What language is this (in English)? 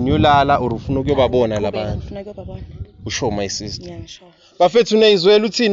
Zulu